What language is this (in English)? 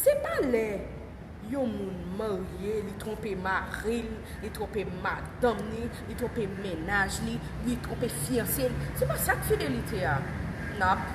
Haitian Creole